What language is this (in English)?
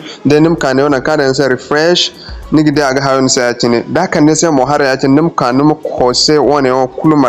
Zarma